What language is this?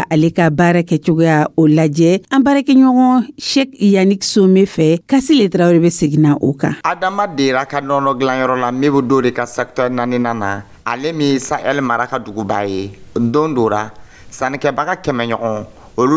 Dyula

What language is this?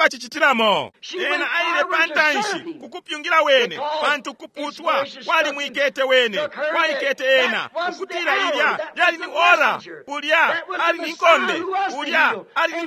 Bemba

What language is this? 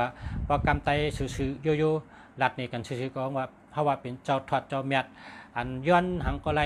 Shan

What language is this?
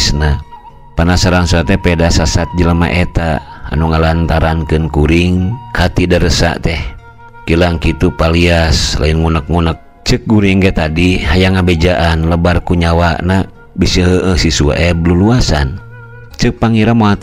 Sundanese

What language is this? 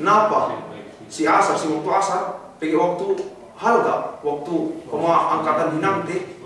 Yakan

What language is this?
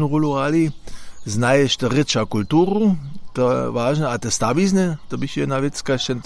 Upper Sorbian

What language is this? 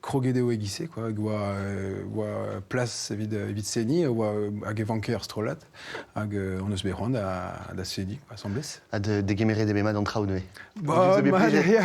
Breton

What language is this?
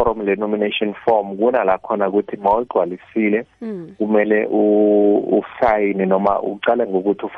South Ndebele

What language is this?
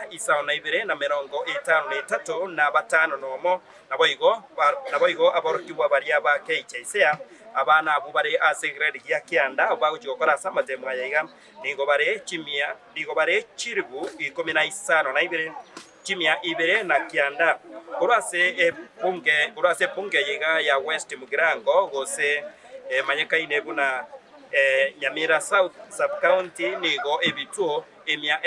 Gusii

